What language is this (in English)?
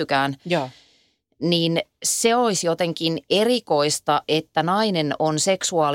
Finnish